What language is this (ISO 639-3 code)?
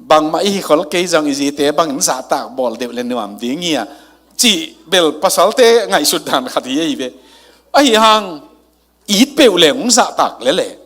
ctd